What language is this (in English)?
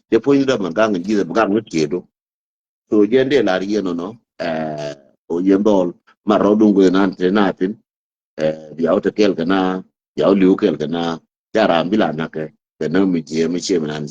Nuer